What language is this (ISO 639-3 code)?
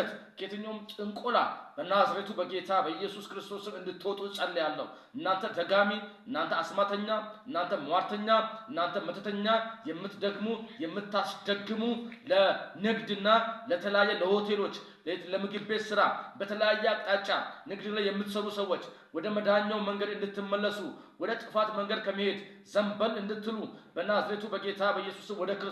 amh